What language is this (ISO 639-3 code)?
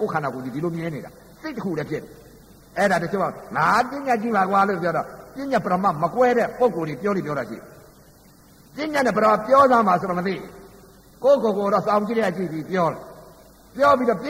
mya